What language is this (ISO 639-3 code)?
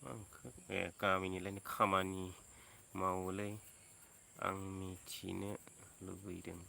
brx